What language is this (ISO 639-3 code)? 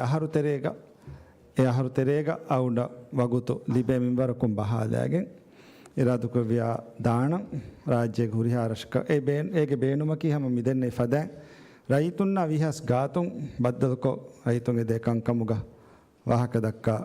div